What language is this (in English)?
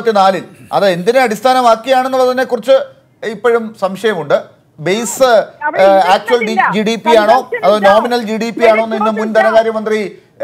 Malayalam